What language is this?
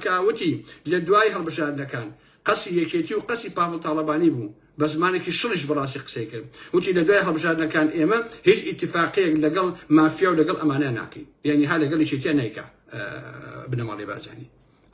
Central Kurdish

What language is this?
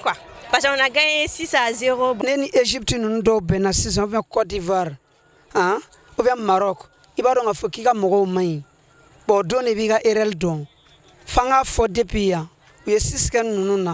Bambara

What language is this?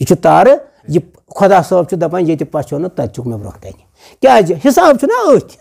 Kashmiri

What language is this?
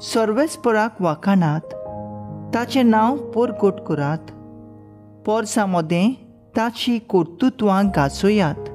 Konkani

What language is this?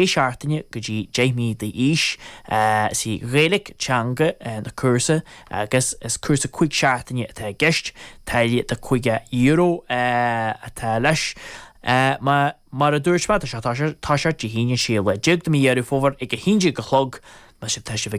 Irish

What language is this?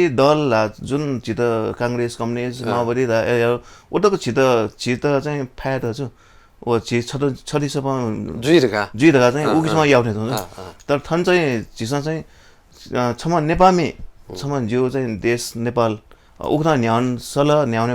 Newari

